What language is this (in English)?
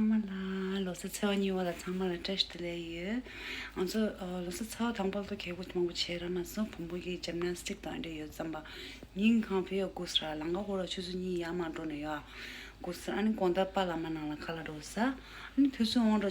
Tibetan